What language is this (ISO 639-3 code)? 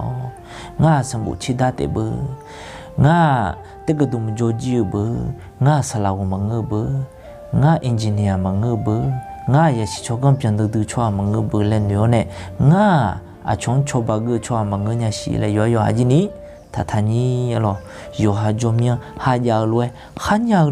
ahk